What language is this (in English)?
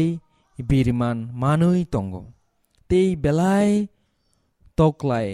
Kok Borok